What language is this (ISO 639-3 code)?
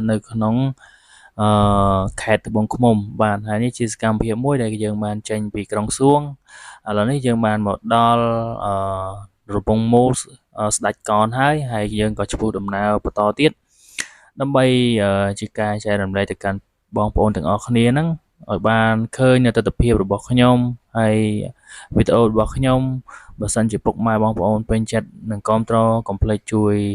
khm